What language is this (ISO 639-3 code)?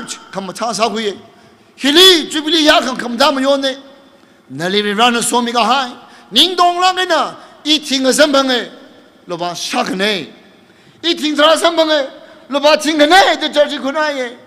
nmf